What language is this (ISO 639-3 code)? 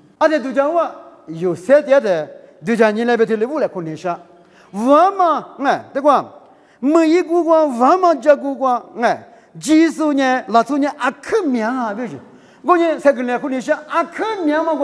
lis